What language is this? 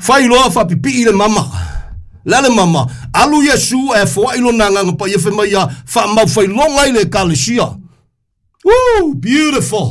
Samoan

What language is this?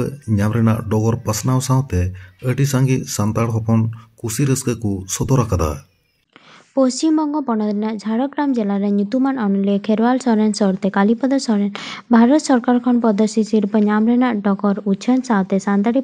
Santali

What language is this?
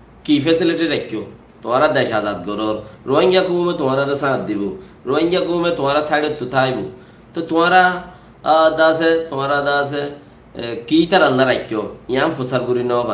Rohingya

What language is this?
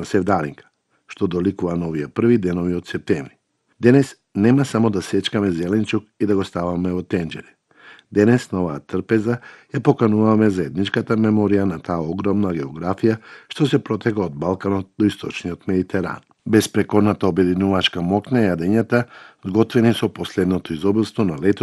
Macedonian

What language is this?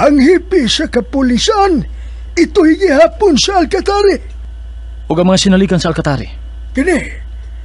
Cebuano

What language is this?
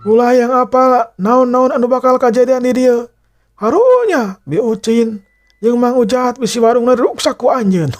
Sundanese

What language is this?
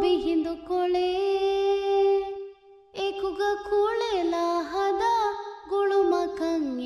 Divehi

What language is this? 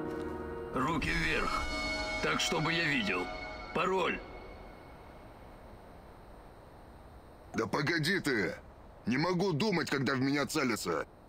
Russian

